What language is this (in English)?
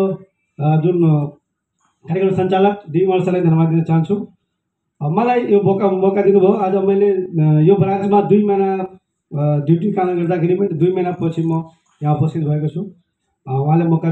Nepali